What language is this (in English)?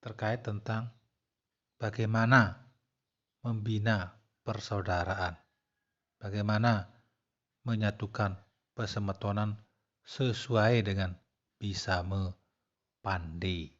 Balinese